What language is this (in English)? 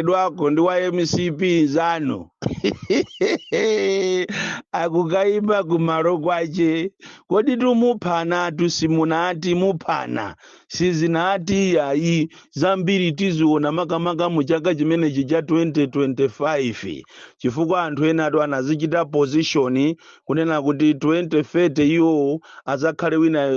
Nyanja